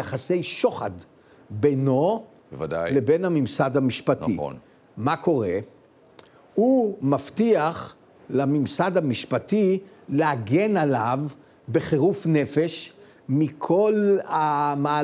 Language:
Hebrew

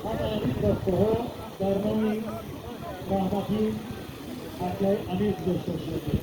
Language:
Tajik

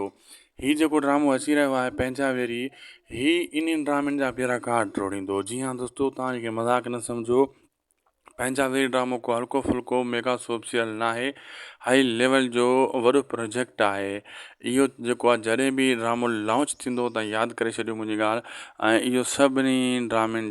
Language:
Sindhi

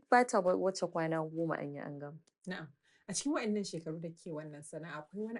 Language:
Hausa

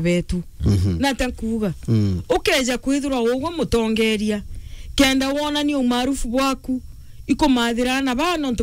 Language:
Meru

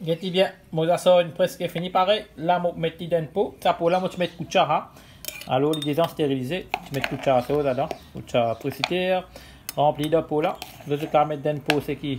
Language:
Morisyen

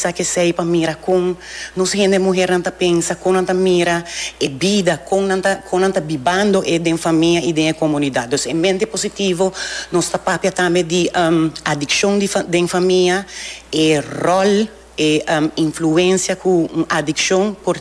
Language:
Papiamento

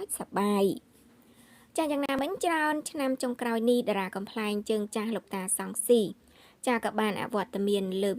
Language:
Khmer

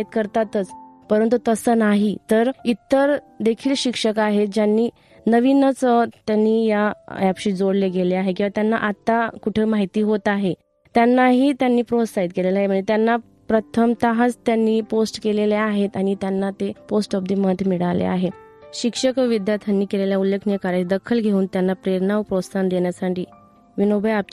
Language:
Marathi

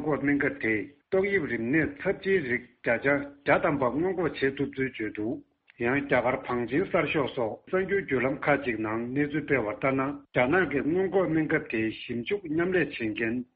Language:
Tibetan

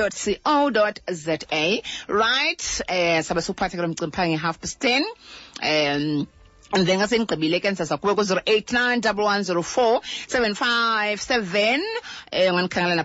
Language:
Xhosa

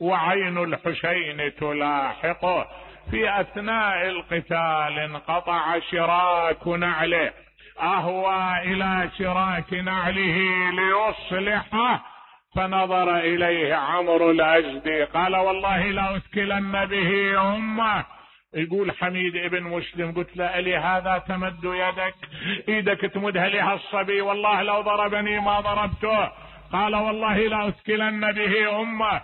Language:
Mesopotamian Arabic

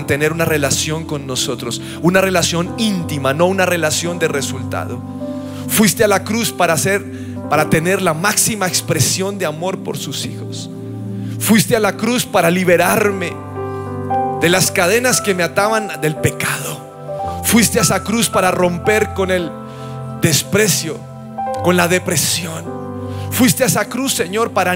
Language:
Spanish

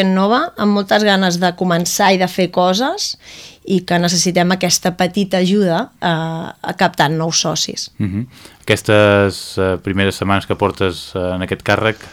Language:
Catalan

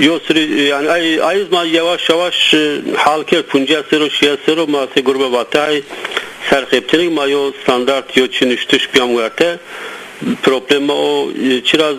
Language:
Zaza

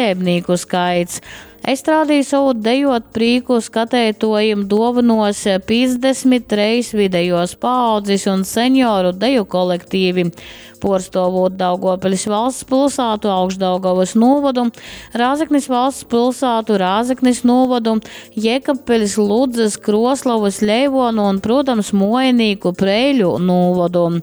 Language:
Latgalian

